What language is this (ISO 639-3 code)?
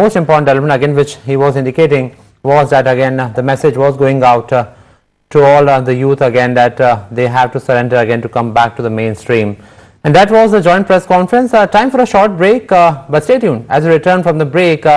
eng